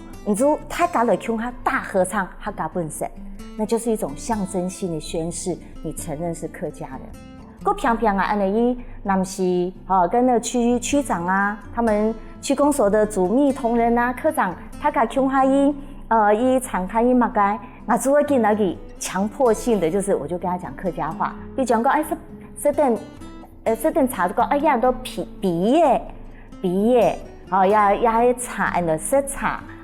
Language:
Hakka Chinese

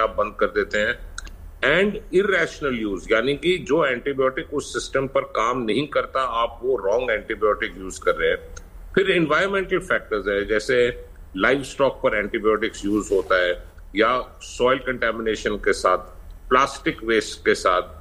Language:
Hindi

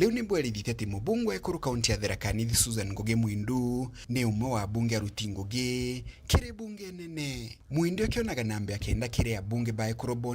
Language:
Meru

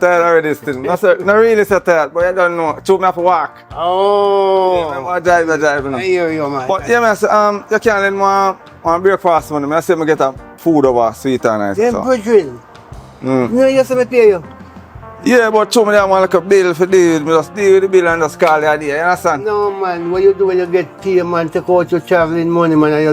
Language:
Jamaican Creole English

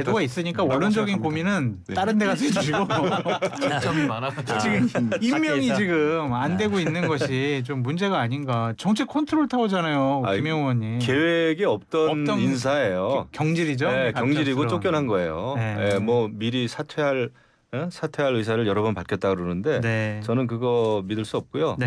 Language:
Korean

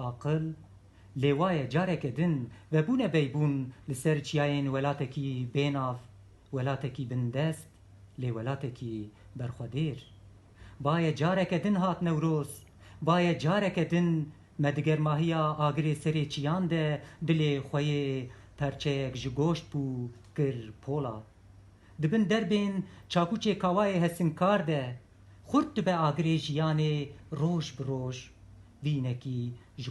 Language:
Kurdish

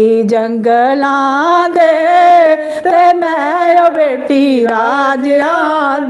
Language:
Dogri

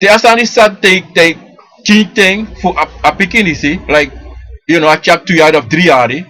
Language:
Sranan Tongo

